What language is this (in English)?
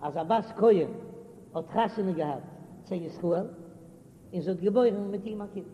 Yiddish